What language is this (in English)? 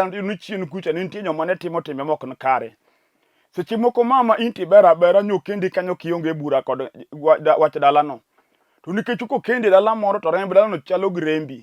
Luo (Kenya and Tanzania)